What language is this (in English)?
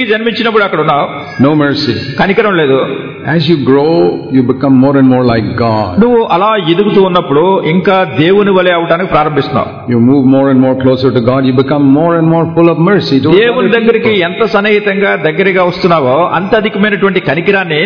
Telugu